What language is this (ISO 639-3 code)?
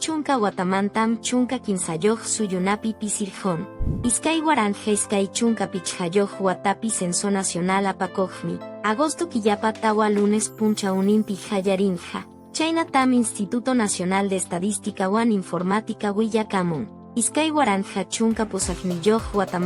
que